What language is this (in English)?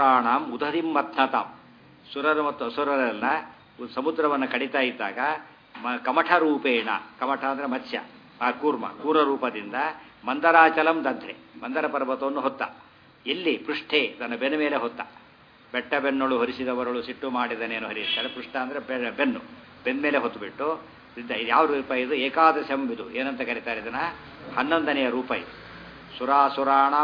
Kannada